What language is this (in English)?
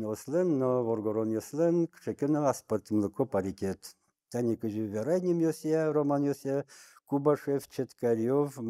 Udmurt